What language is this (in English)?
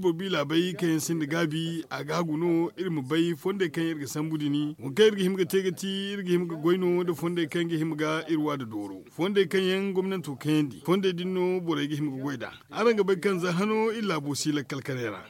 Zarma